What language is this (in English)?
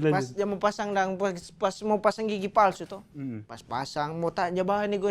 Manado Malay